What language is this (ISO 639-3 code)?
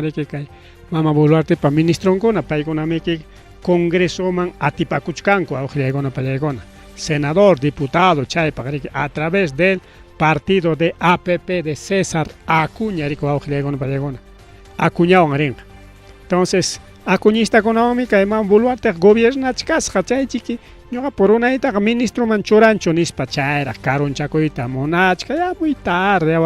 quy